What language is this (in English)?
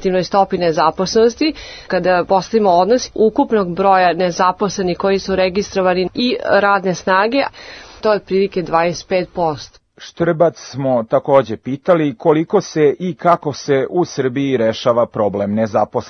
Serbian